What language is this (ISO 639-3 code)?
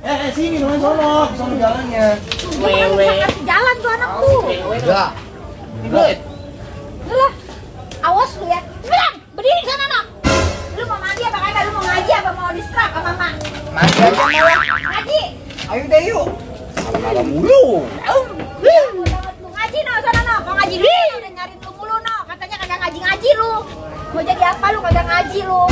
bew